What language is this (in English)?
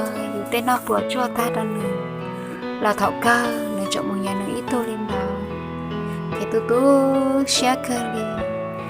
Hmong